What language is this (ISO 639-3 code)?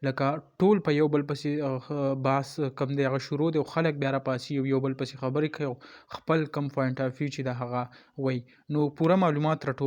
pus